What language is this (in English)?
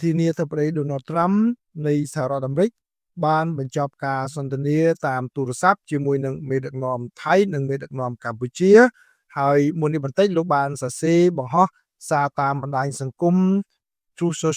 Khmer